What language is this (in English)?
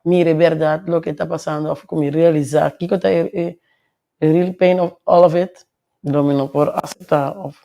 Papiamento